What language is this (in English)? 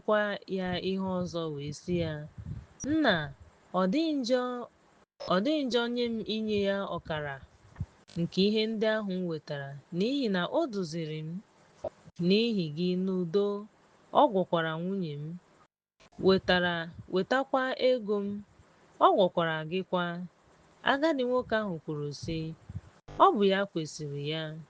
Igbo